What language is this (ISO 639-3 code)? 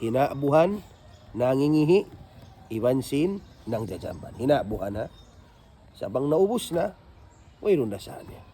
tsg